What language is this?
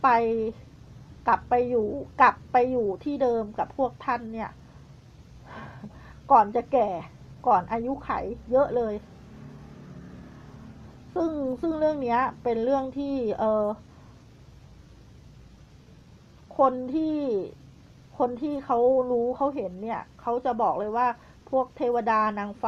Thai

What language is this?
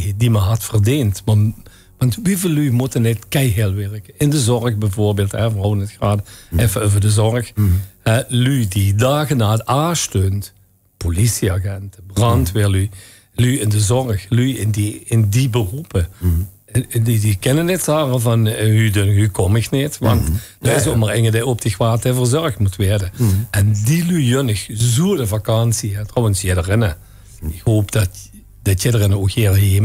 Limburgish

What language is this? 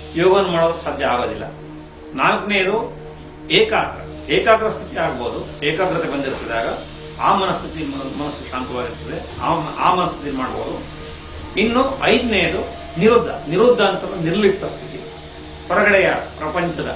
Kannada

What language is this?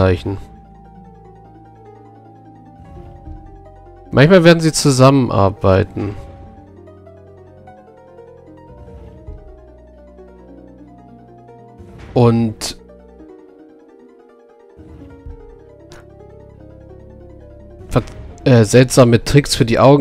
German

